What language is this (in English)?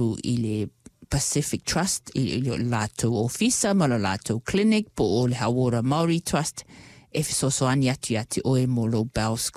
Samoan